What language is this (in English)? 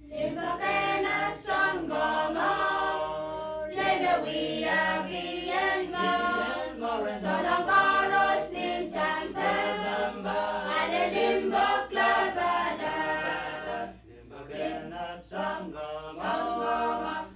Pohnpeian